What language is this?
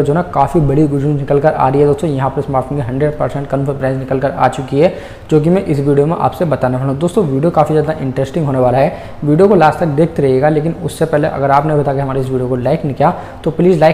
Hindi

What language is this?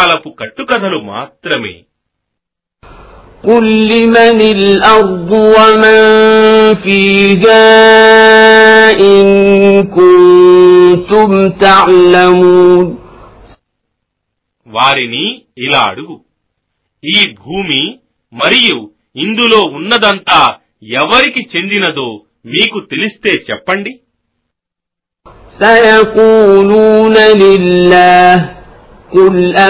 Telugu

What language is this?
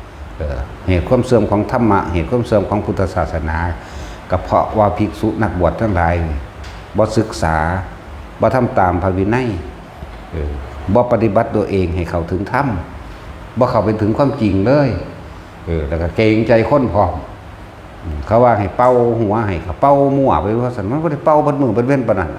Northeastern Thai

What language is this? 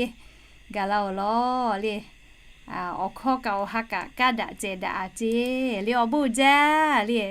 Lahu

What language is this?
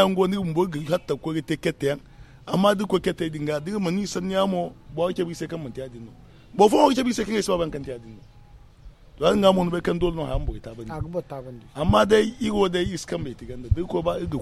Zarma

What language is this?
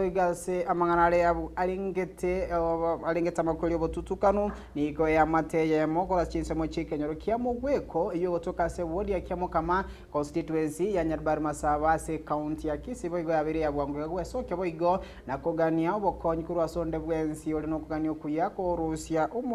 Gusii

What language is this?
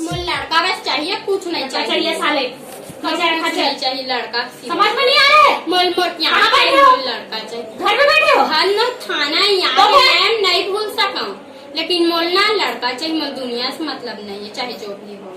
Chhattisgarhi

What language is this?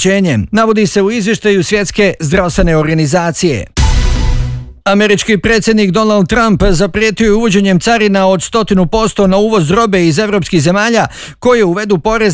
Bosnian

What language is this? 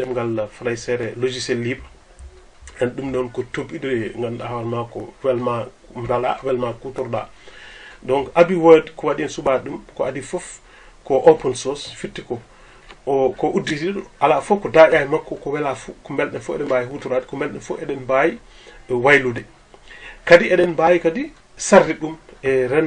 Fula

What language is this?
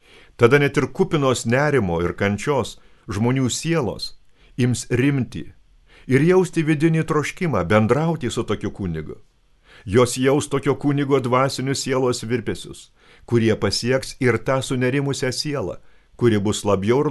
Lithuanian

